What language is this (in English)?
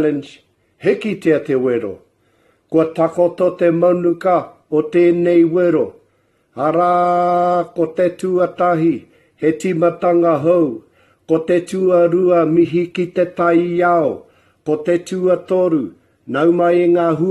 Māori